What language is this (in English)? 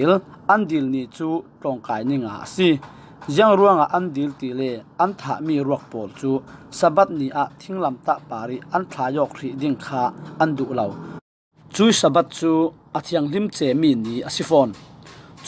Falam Chin